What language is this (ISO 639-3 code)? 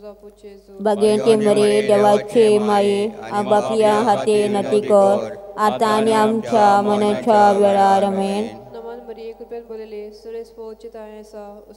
kok